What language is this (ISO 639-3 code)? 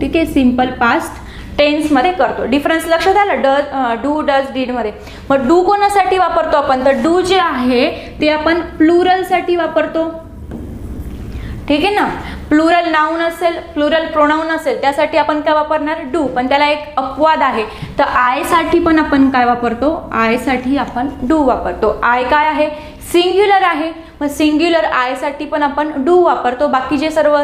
mar